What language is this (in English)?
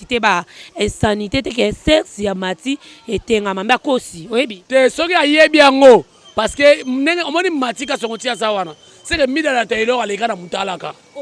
Lingala